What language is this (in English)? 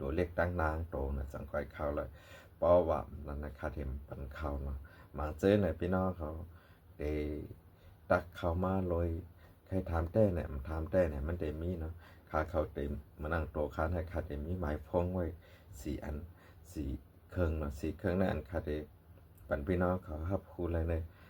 Shan